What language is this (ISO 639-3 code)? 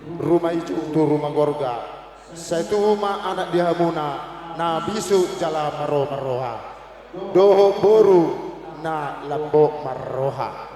bbc